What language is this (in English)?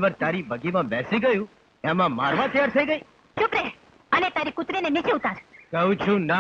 Gujarati